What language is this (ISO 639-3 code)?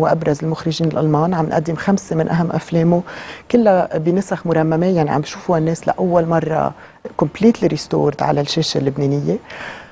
apc